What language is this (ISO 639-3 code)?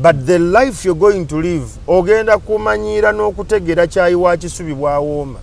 lug